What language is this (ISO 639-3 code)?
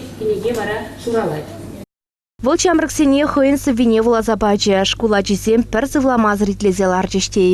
chv